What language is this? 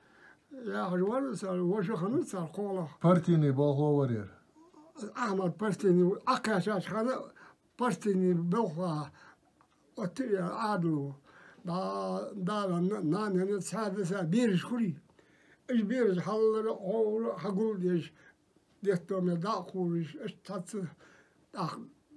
Ingush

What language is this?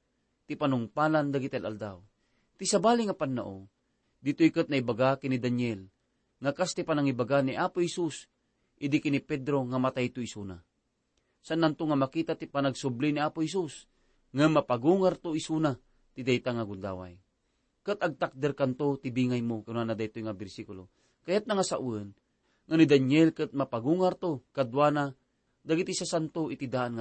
Iloko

